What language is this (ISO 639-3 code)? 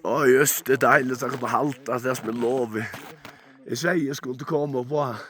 fao